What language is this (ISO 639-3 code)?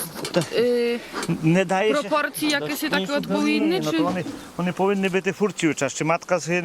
rue